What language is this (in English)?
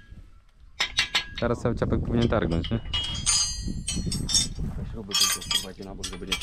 Polish